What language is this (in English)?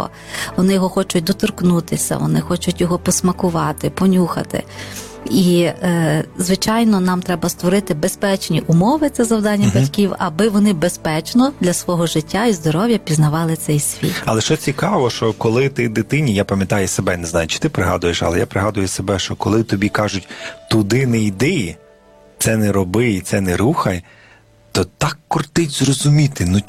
Ukrainian